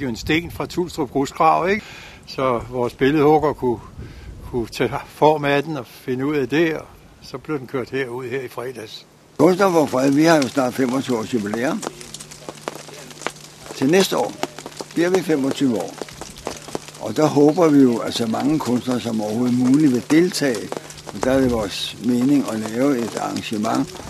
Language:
Danish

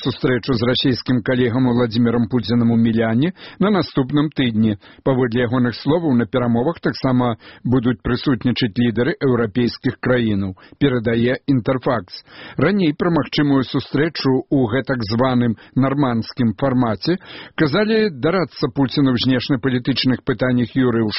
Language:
Belarusian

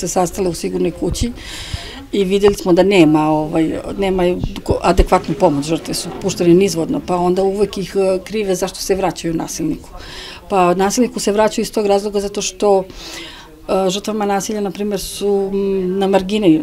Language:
Serbian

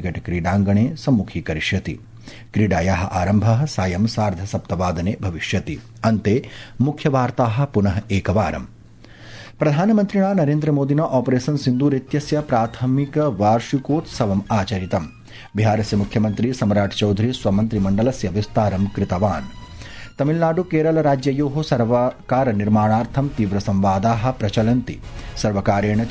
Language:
Sanskrit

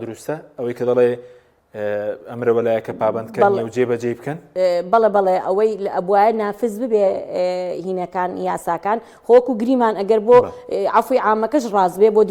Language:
Central Kurdish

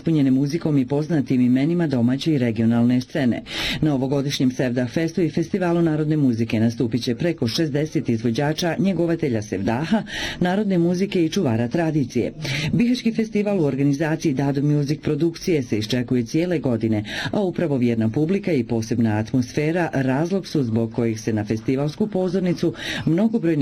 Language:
Bosnian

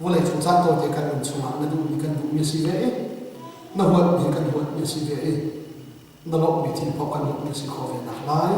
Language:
Hakha Chin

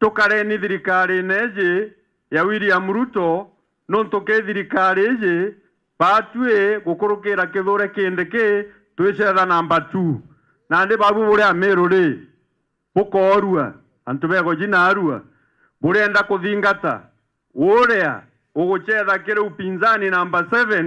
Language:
Meru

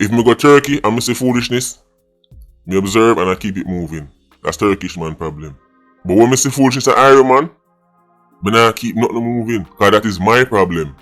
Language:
Jamaican Creole English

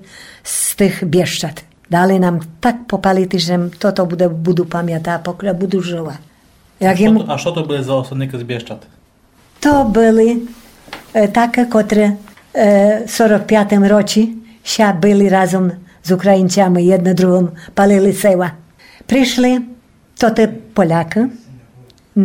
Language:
Rusyn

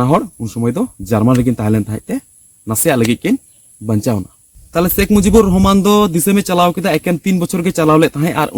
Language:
Santali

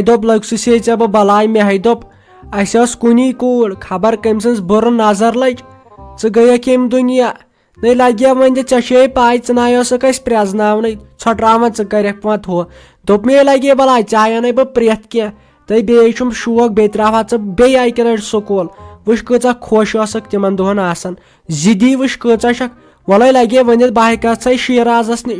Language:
Kashmiri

